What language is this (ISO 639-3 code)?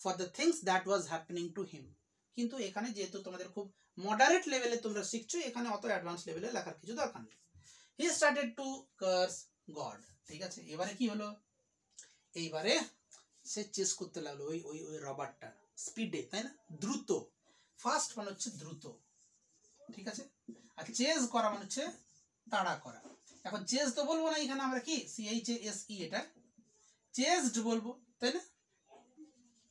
ben